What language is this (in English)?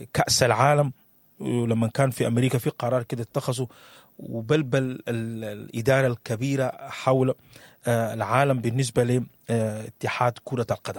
Sudanese Arabic